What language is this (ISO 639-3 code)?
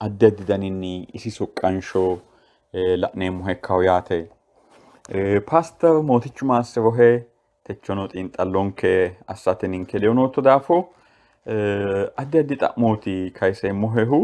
sid